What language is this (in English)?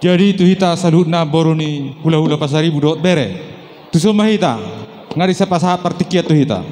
Batak Toba